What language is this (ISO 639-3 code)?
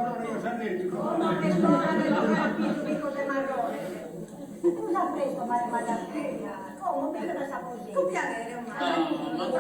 srd